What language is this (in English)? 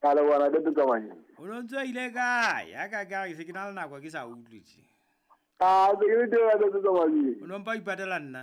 Southern Sotho